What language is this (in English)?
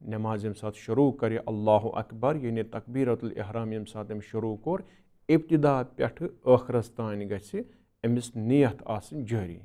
Kashmiri